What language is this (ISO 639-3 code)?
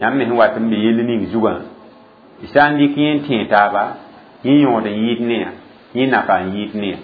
mos